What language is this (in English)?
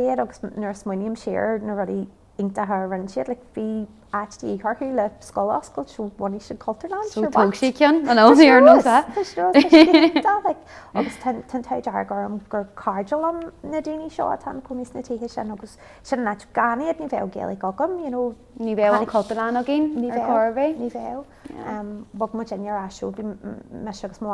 Irish